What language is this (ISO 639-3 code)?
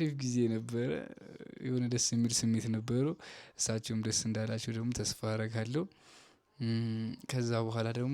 amh